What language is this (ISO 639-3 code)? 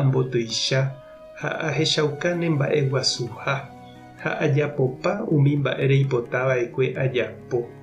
grn